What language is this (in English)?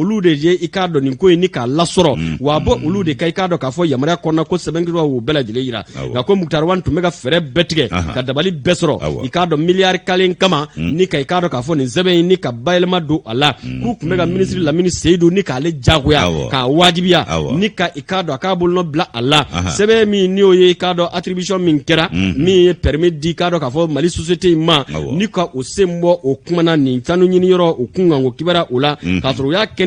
Bambara